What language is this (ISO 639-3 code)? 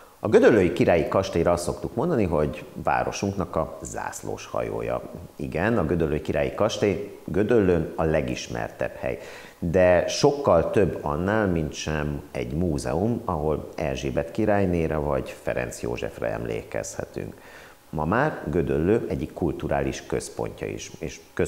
hun